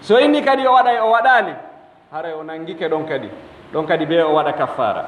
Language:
Pular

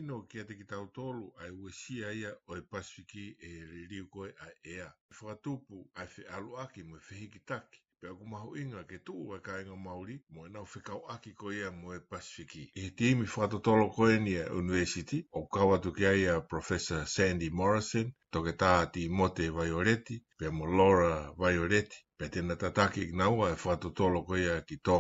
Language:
Tongan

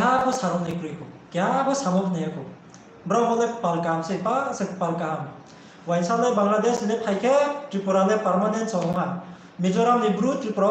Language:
Riang (India)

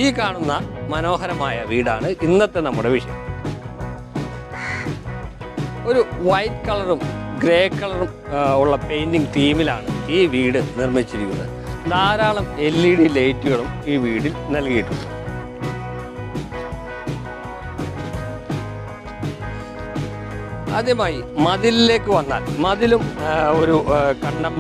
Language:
Malayalam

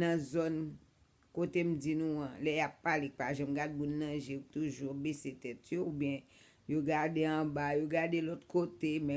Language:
Haitian Creole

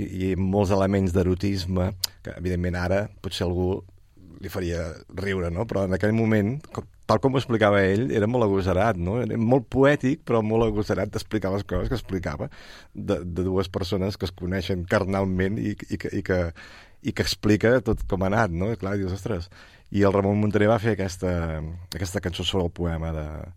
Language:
Catalan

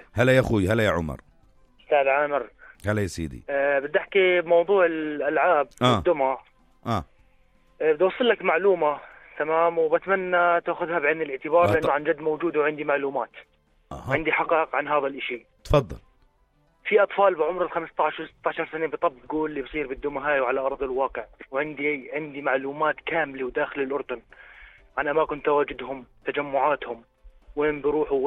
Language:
North Levantine Arabic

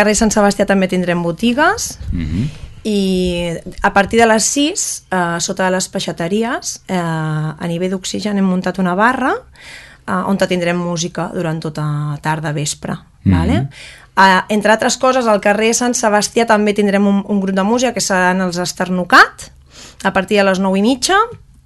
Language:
Catalan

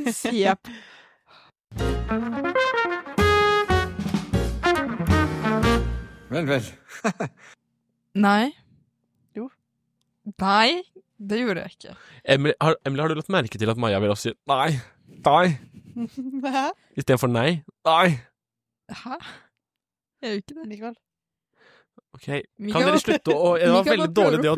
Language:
Norwegian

